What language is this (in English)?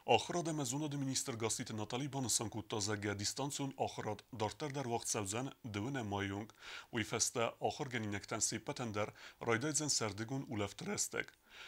Ossetic